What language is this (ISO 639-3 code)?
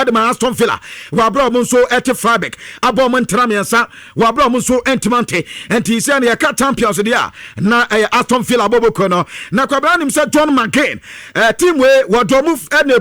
aka